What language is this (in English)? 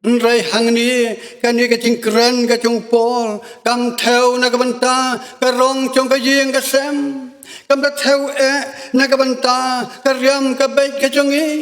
Khasi